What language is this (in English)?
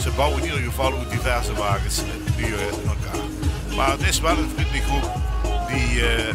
Limburgish